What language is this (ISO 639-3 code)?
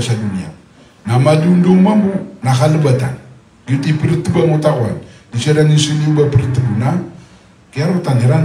mrw